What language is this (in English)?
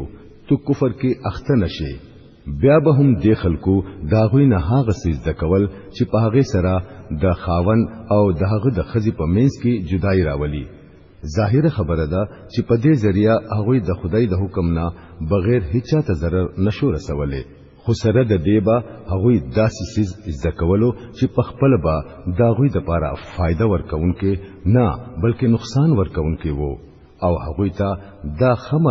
Pashto